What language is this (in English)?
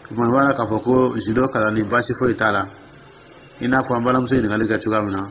Dyula